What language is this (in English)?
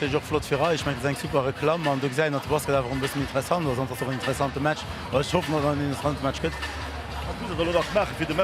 Luxembourgish